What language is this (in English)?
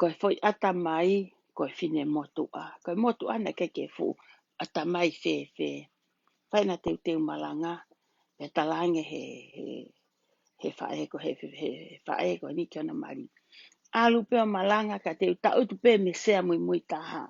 Tongan